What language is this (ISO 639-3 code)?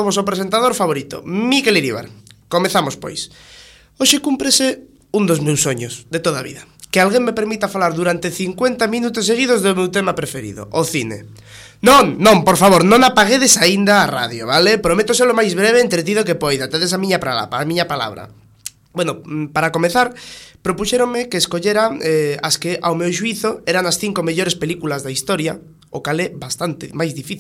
glg